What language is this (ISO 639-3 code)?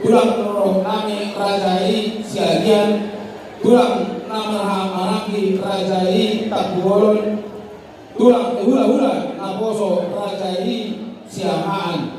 bbc